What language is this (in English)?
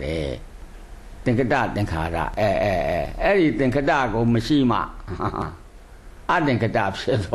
Burmese